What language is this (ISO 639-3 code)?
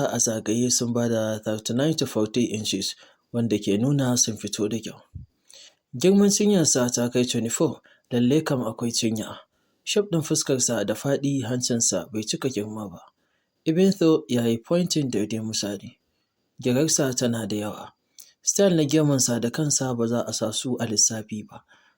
hau